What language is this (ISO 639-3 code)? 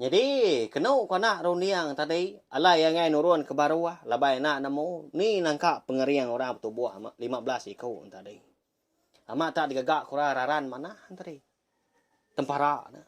iba